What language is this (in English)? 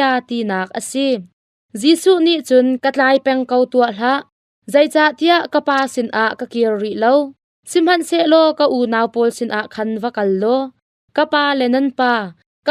Hakha Chin